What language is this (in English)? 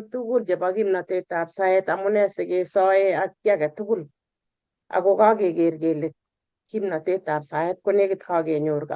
Kalenjin